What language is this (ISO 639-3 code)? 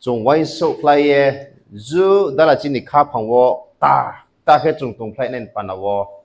ria